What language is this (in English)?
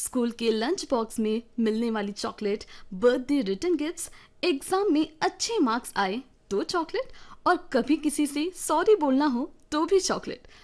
Hindi